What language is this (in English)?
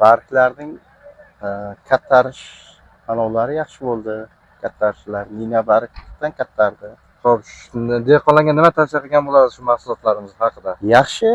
Uzbek